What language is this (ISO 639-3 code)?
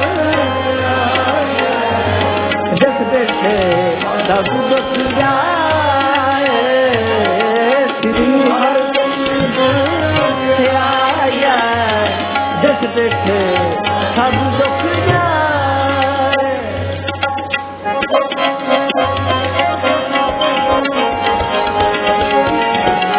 pan